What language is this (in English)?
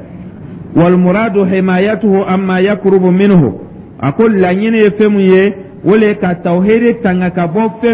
Dyula